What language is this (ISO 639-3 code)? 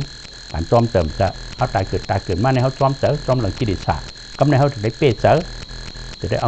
shn